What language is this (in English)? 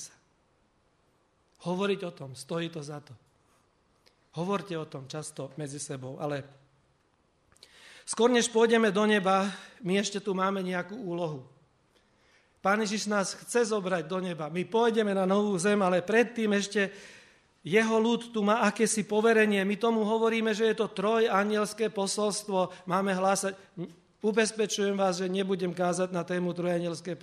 Slovak